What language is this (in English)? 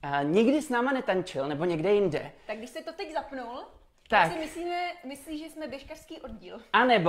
Czech